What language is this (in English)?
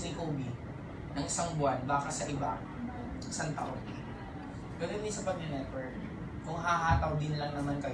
Filipino